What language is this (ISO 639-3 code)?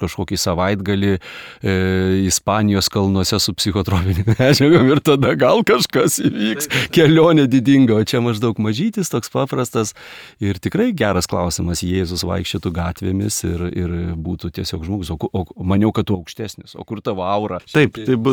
lit